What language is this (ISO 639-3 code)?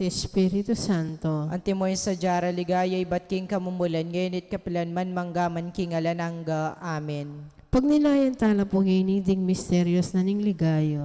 pam